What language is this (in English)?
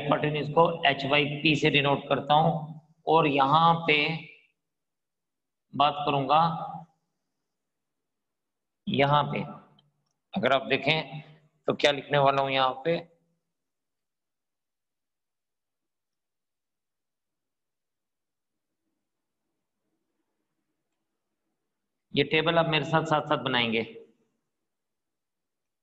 Hindi